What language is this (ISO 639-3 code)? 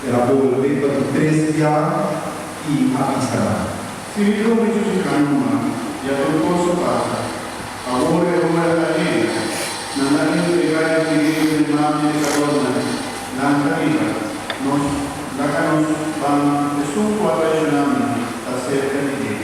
pap